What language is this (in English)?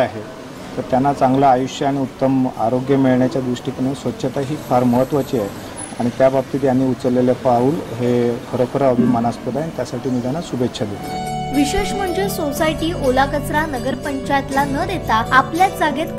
Marathi